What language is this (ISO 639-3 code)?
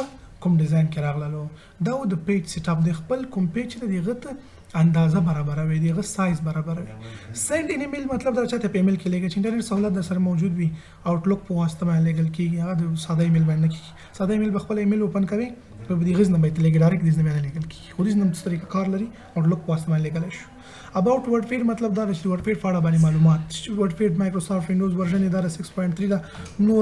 pus